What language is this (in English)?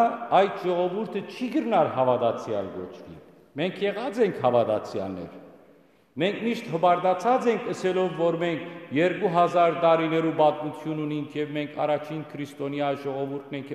Western Armenian